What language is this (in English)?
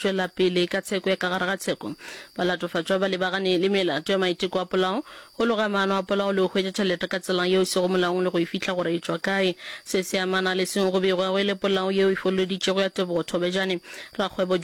Northern Sotho